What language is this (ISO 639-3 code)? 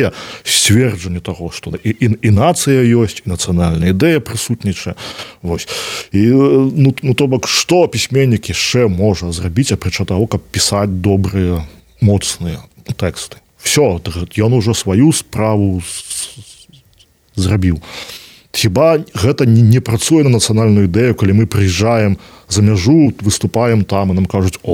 bel